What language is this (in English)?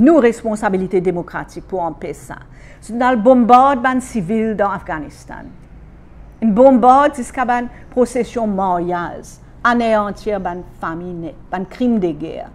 Morisyen